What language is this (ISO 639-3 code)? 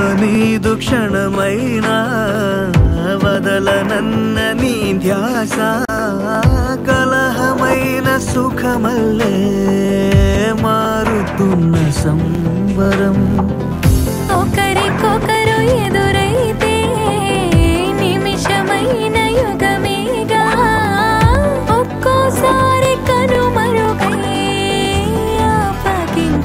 tel